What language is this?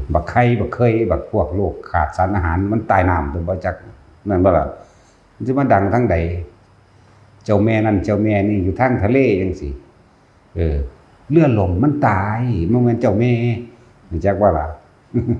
Northeastern Thai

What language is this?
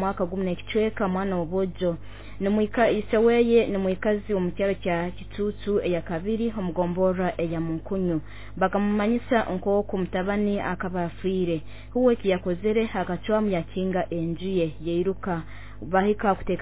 Nyoro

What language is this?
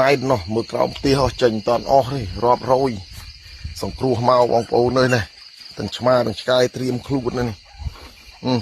Khmer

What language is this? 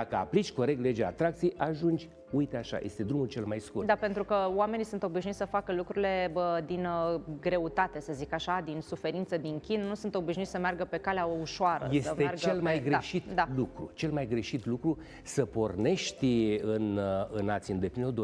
Romanian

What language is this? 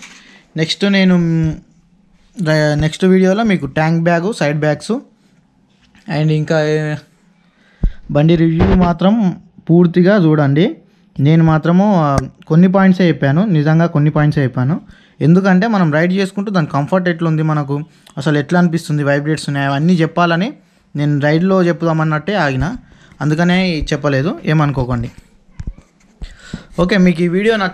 Telugu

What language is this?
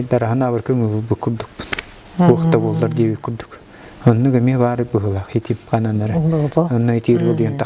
Yakut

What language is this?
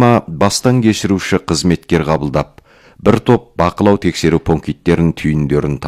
Kazakh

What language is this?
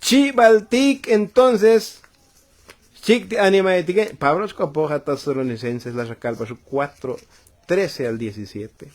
Tzotzil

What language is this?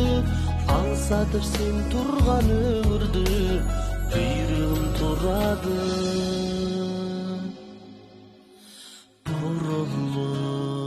Kazakh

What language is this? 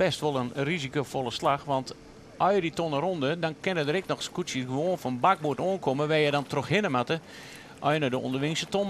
Western Frisian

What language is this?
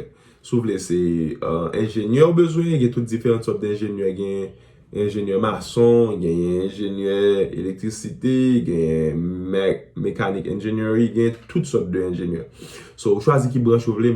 Haitian Creole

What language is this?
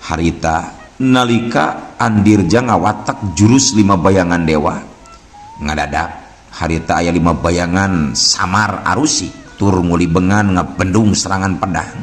Sundanese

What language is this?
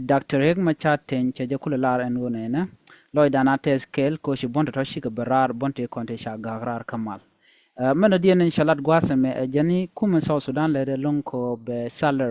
Nuer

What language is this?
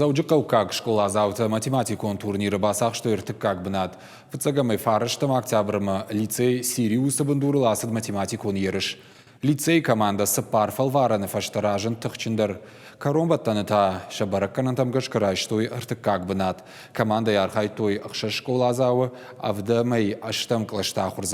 Ossetic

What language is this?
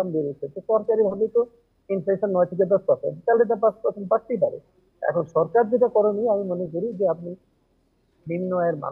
Bangla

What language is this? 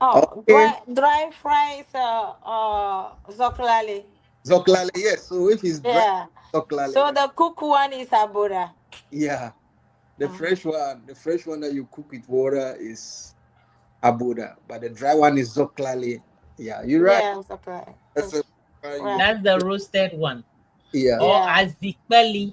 Ewe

